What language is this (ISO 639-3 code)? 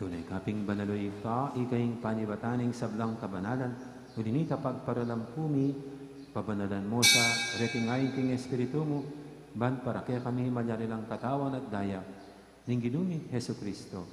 pam